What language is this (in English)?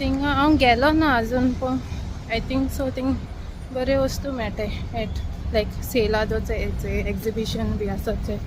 Konkani